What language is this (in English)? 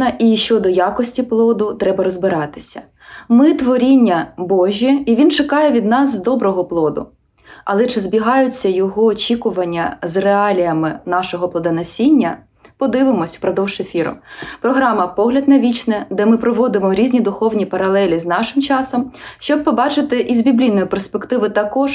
Ukrainian